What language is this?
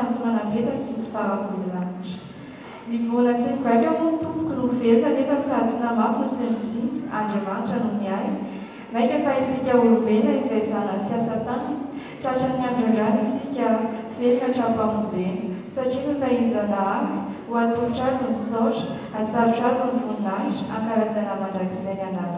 Malagasy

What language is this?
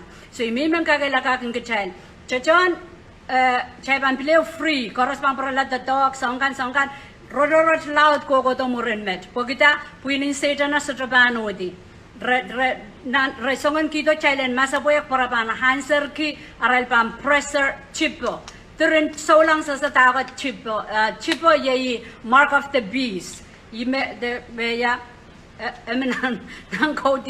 Pohnpeian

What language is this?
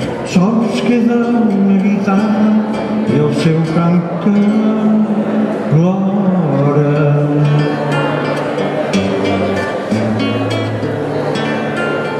Catalan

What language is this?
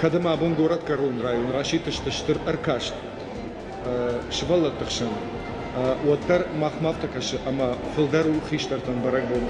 Ossetic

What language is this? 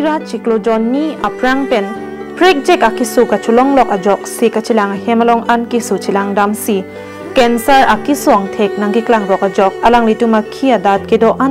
Karbi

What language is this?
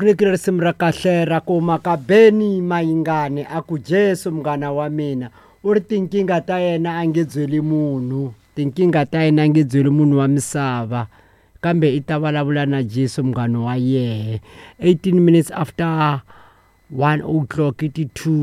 Tsonga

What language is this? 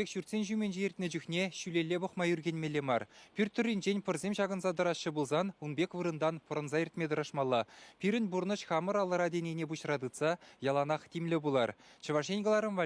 Chuvash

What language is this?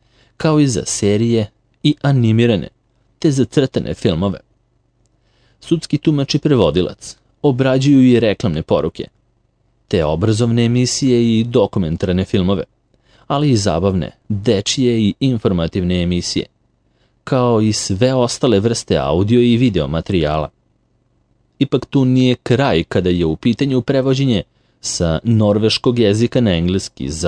Serbian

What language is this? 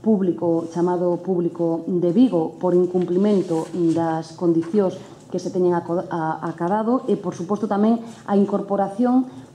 Galician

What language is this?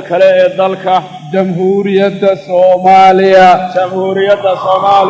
Somali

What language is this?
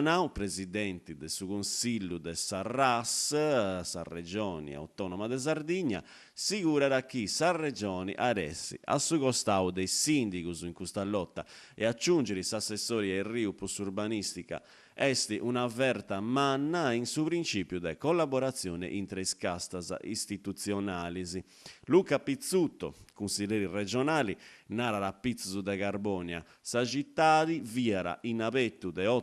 Sardinian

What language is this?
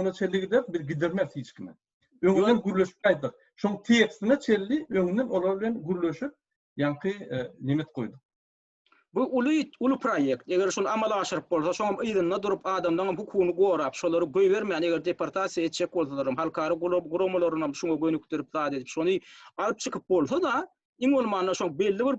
Turkmen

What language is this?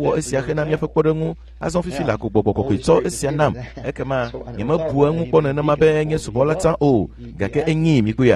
Ewe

